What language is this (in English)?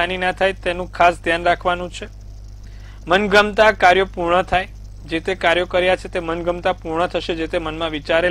Gujarati